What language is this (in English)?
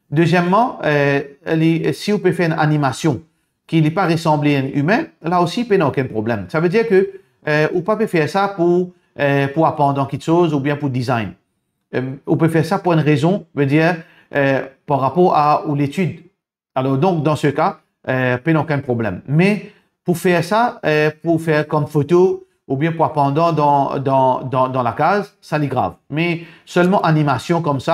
Morisyen